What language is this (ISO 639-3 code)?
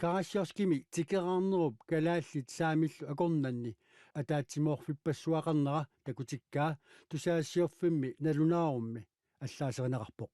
kal